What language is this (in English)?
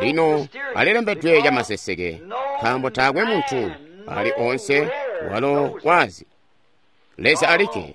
Tonga (Zambia)